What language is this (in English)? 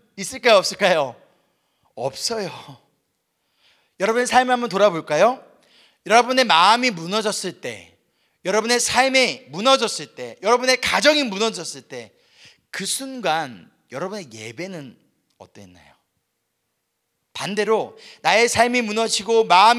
Korean